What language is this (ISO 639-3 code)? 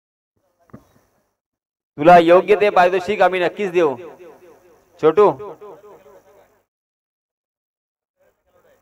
mar